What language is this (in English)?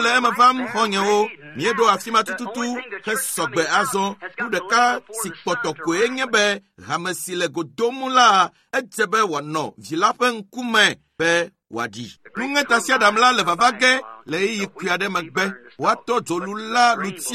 Ewe